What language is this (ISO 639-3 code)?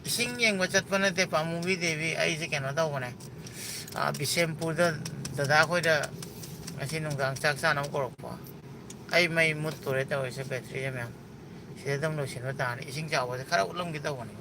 mni